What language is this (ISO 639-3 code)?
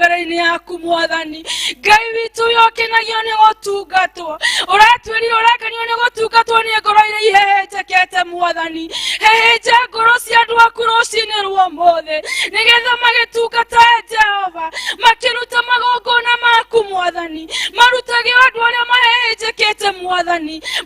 kik